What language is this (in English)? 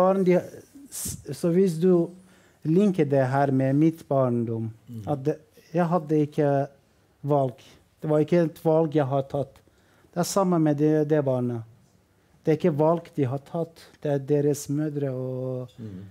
Norwegian